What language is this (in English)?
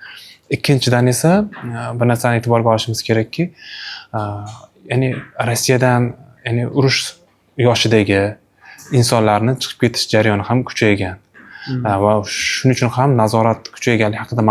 Uzbek